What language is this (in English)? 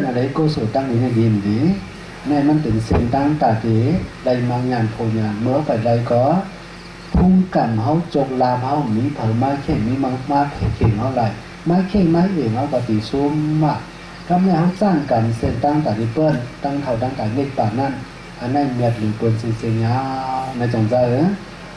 Shan